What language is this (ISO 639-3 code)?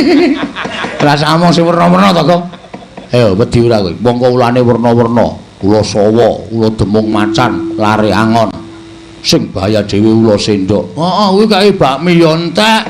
jav